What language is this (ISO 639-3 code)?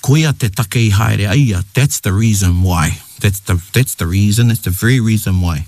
mri